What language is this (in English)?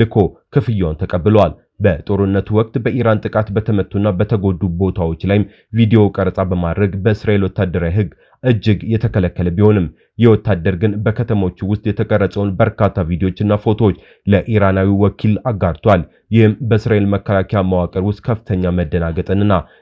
Amharic